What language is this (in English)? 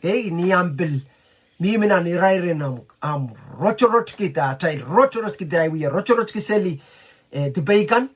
Pohnpeian